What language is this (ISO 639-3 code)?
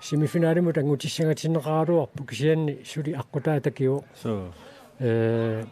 kal